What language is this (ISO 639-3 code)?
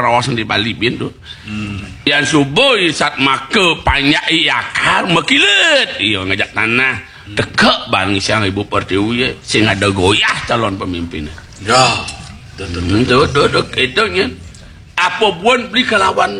ban